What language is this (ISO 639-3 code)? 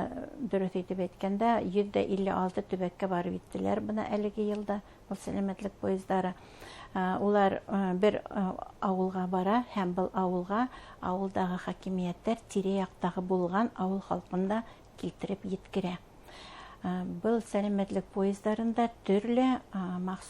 bak